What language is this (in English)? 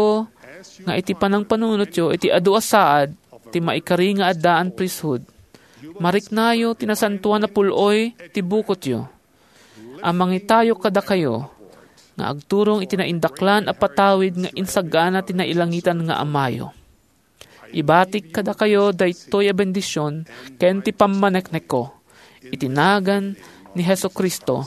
Iloko